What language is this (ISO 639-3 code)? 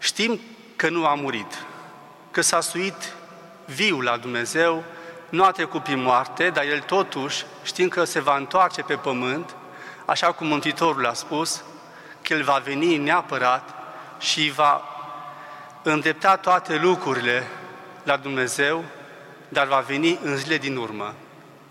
ron